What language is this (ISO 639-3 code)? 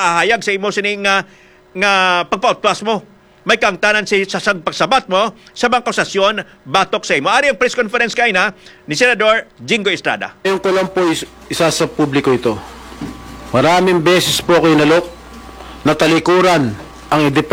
hil